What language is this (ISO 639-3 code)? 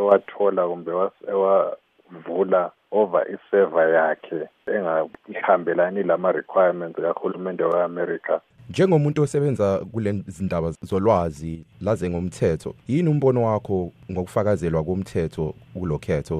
nde